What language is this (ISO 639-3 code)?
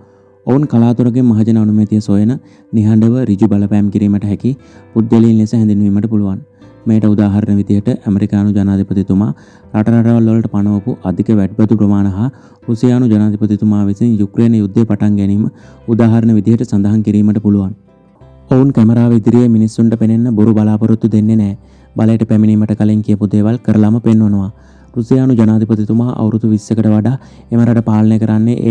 sin